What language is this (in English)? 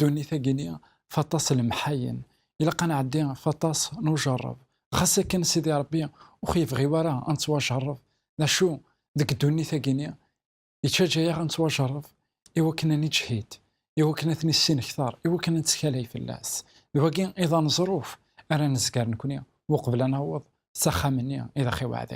Kabyle